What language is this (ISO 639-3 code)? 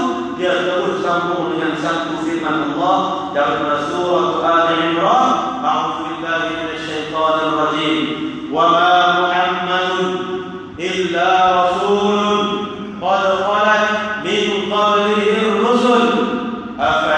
msa